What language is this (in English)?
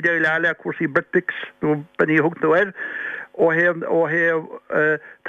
Irish